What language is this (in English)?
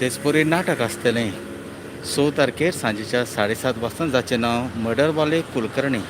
Konkani